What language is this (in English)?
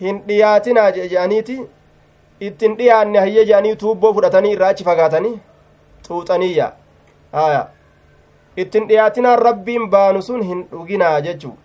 Somali